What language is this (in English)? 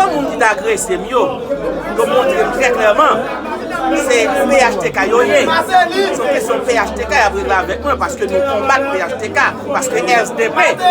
Haitian Creole